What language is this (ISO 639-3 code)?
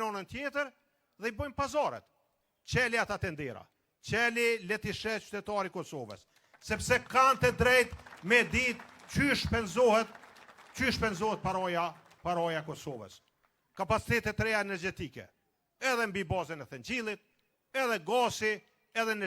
sqi